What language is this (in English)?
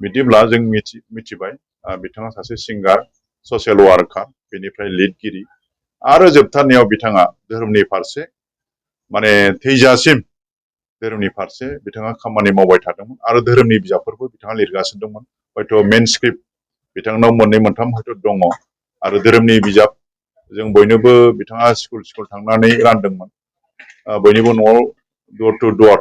Bodo